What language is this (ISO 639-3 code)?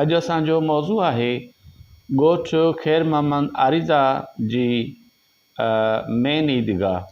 snd